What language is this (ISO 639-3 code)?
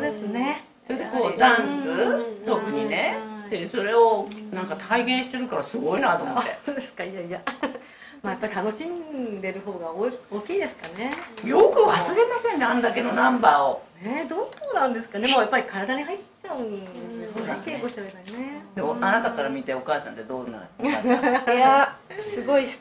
jpn